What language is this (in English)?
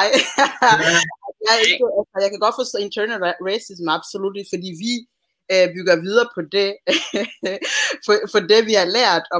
Danish